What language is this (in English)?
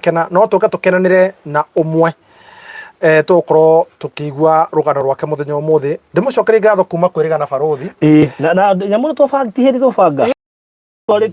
Kikuyu